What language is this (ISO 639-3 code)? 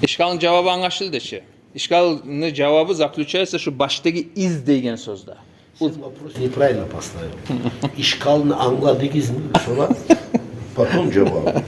kum